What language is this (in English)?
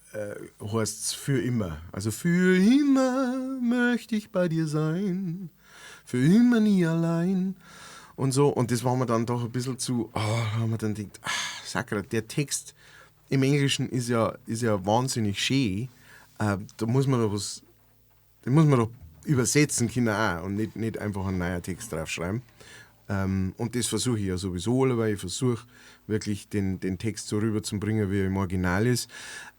Bavarian